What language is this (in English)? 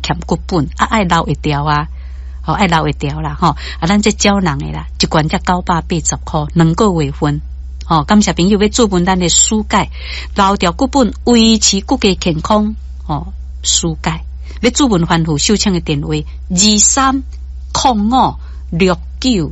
Min Nan Chinese